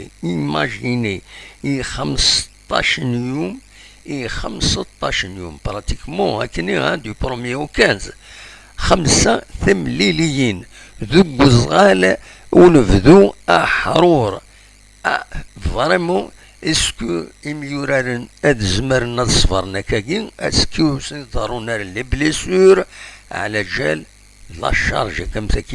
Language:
Kabyle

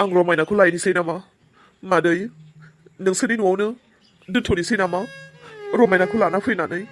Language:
Bodo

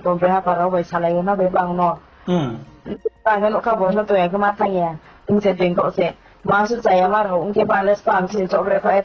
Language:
Riang (India)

